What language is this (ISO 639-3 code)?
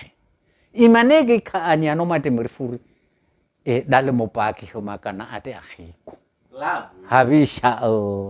nia